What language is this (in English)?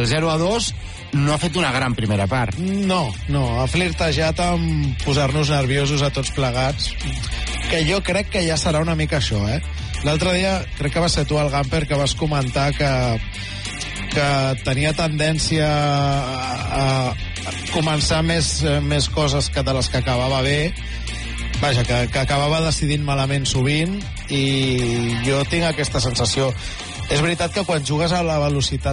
Catalan